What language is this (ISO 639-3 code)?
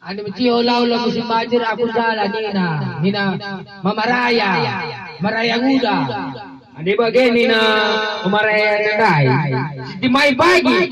btx